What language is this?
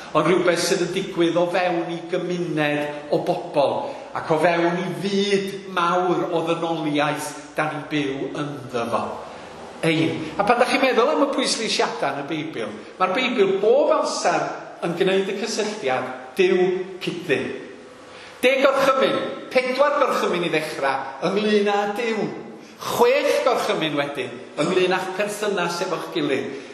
Welsh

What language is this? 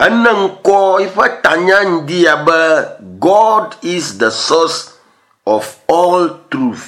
Ewe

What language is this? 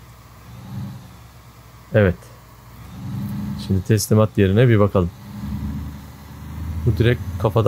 Turkish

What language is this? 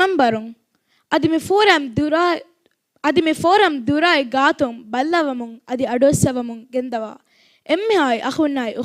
Divehi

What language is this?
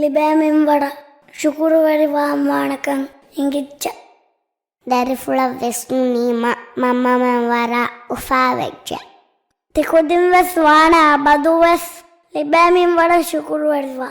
Divehi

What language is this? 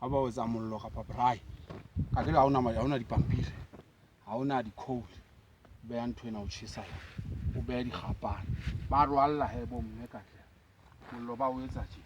Southern Sotho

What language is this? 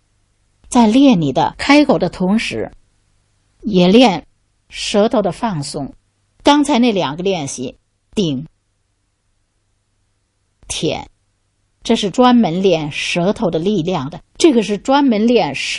Chinese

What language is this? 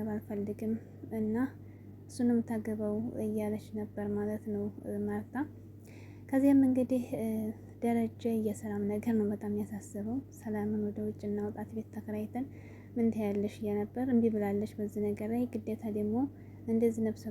Amharic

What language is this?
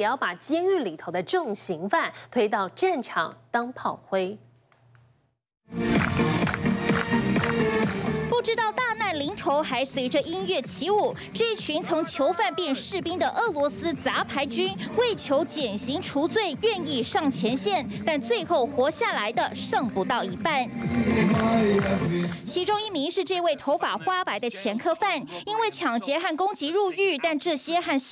Chinese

